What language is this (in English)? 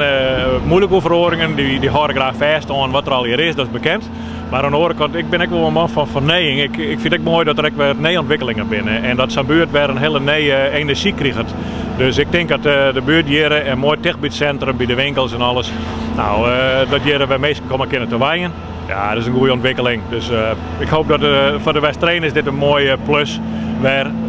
Western Frisian